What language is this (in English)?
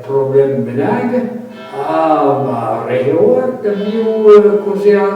Breton